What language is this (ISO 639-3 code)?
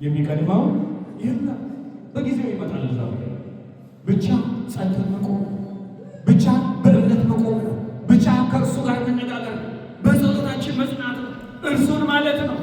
amh